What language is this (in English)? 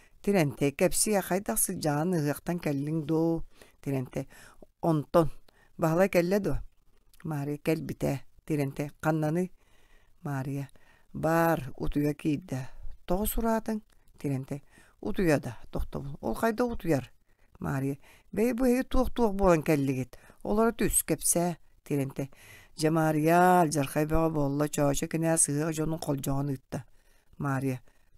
Yakut